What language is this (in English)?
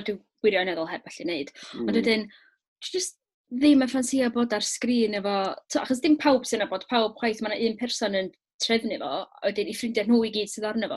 Welsh